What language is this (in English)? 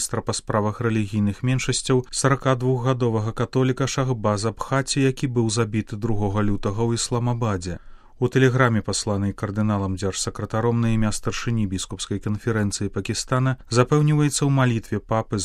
Belarusian